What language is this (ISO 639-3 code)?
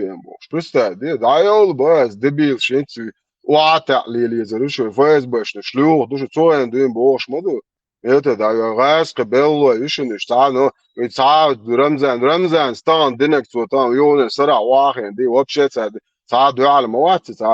che